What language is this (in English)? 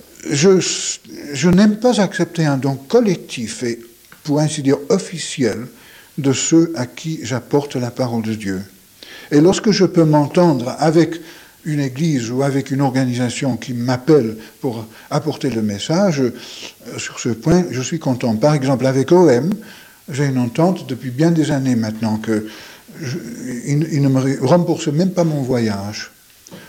French